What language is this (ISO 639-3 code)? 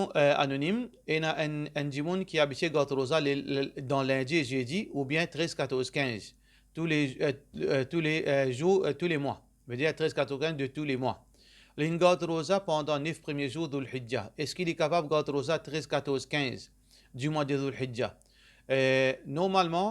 mfe